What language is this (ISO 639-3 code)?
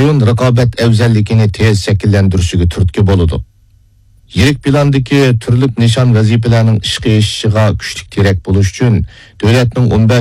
uig